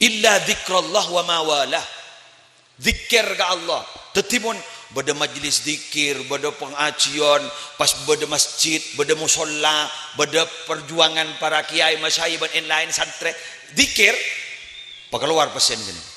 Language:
Madurese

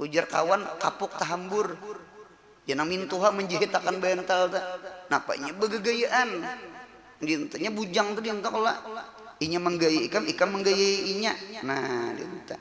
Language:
Banjar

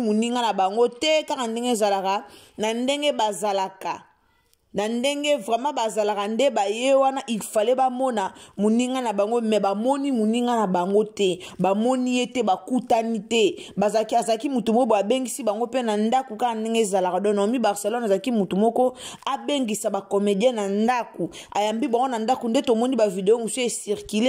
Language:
Lingala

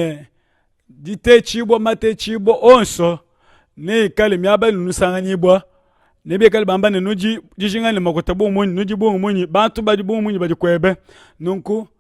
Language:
Luba-Lulua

